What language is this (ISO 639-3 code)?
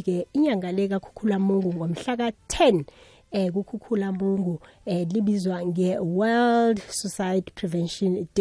nbl